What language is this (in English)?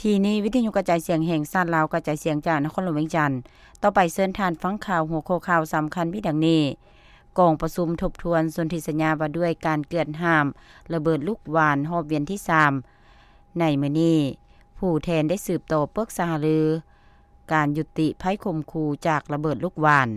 Lao